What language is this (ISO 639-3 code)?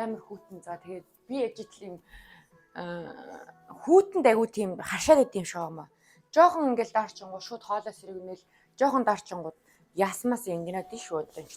mon